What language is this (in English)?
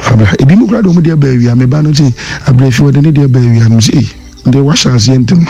Akan